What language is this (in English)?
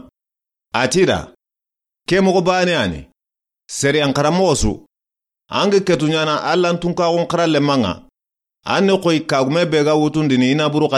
Soninke